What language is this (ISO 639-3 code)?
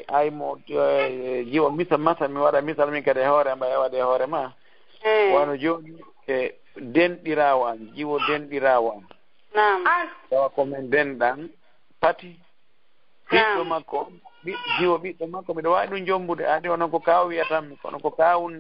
ful